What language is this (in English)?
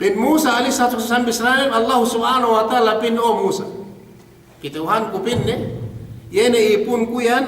Yakan